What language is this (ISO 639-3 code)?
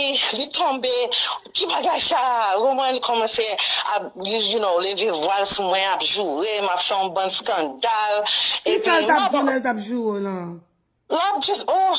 hat